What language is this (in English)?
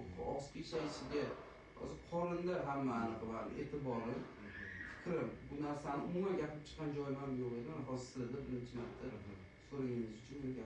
Uzbek